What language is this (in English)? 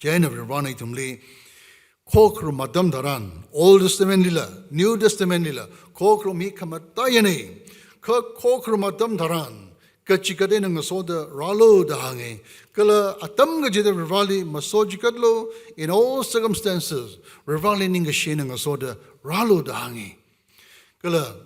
Tangkhul Naga (India)